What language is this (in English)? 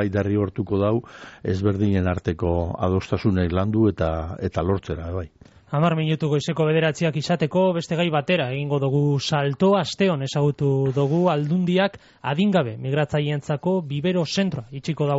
Basque